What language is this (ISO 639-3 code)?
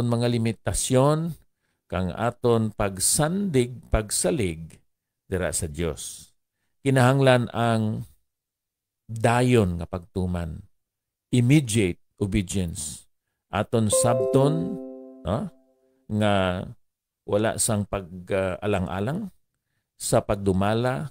hil